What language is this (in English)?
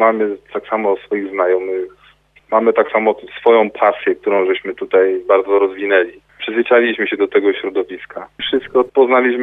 Polish